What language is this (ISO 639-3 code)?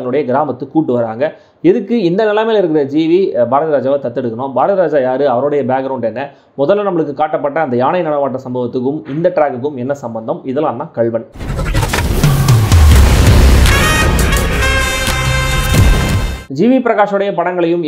tam